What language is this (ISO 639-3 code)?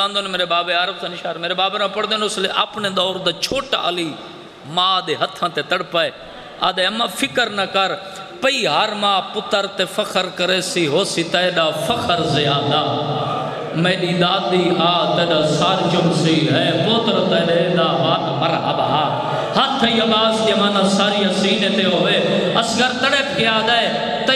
skr